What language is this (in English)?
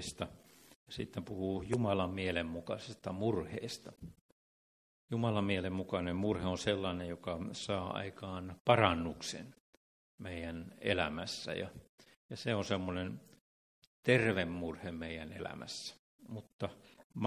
Finnish